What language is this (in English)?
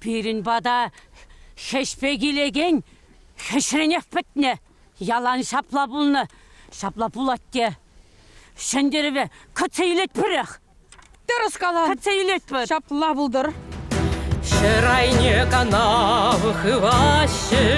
Chuvash